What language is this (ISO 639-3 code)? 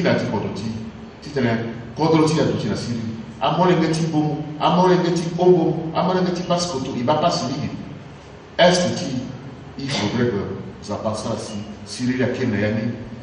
sag